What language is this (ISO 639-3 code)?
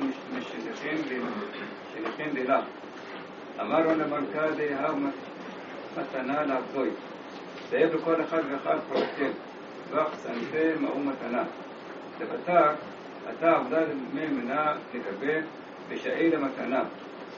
heb